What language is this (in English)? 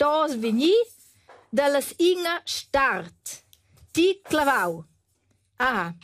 Romansh